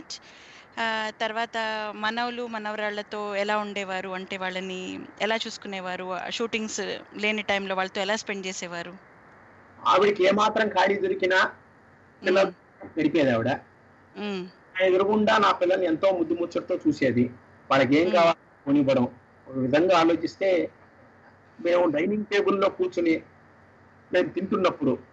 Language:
Telugu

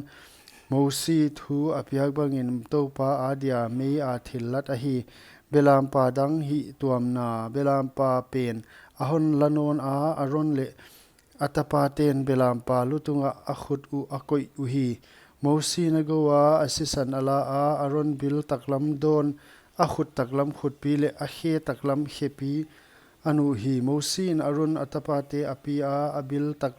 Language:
Paite Chin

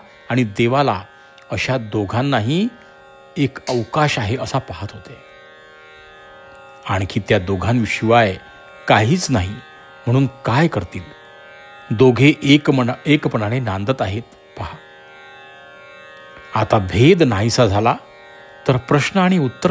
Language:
Marathi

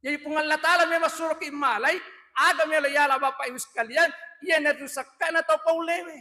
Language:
Buginese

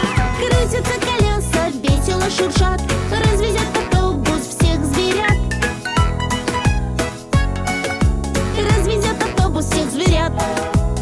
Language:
Russian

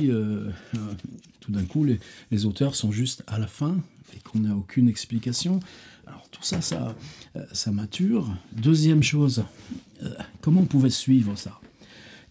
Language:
French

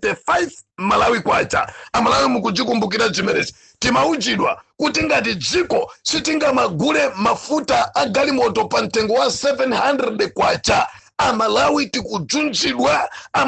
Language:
Nyanja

